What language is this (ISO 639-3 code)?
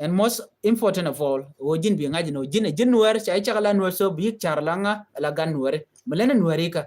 nus